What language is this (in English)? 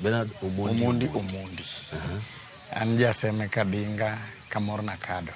Luo (Kenya and Tanzania)